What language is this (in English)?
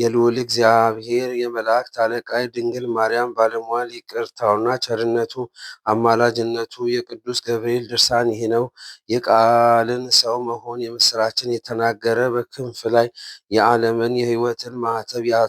Amharic